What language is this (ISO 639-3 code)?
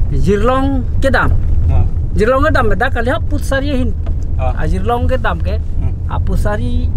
mjw